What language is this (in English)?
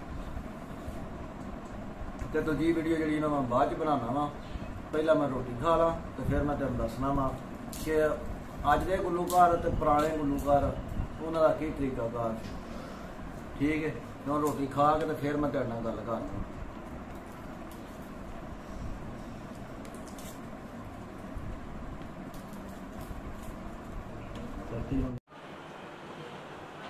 Punjabi